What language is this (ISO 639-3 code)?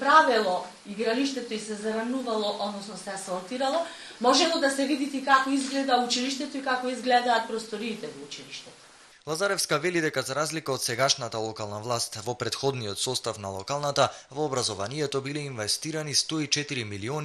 mkd